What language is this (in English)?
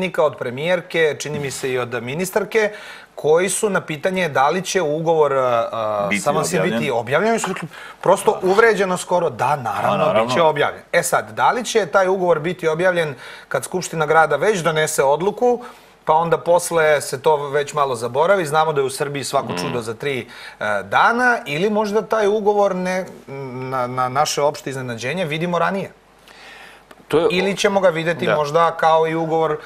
Serbian